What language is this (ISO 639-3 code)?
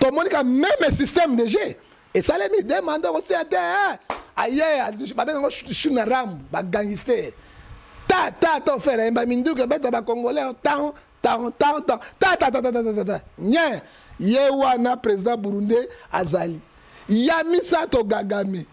lin